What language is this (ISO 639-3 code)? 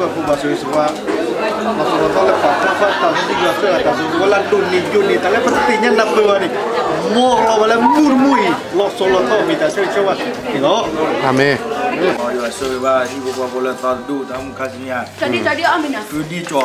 ksw